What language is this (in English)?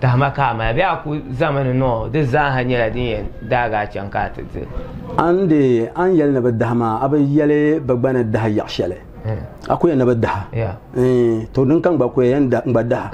Dagbani